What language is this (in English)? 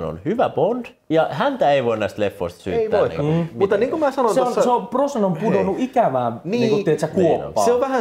Finnish